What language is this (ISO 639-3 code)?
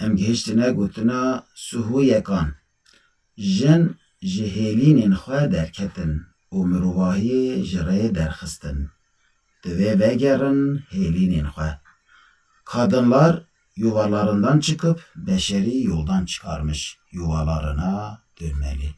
kur